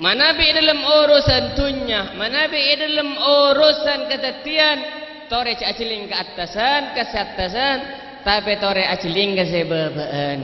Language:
Madurese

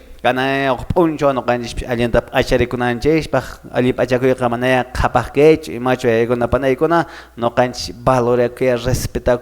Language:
Quechua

